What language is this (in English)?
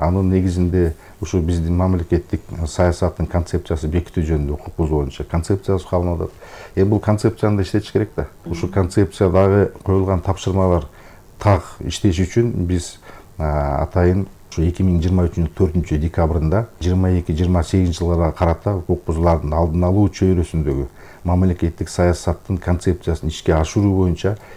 Kyrgyz